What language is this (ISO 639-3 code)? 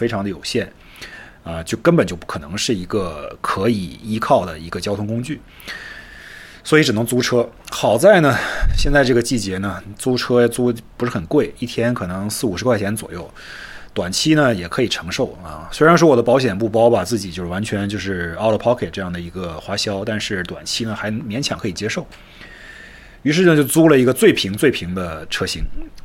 zho